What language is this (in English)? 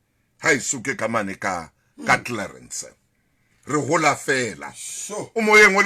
Southern Sotho